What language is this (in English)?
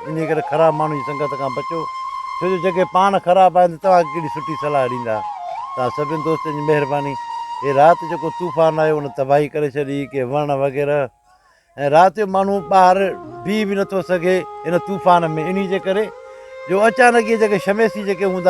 Sindhi